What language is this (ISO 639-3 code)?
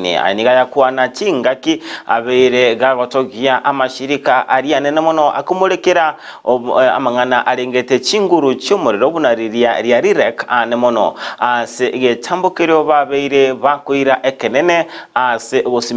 guz